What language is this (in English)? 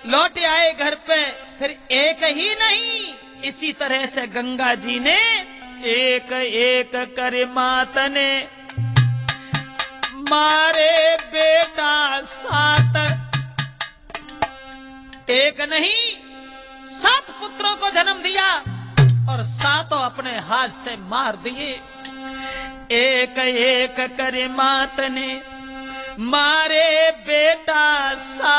Hindi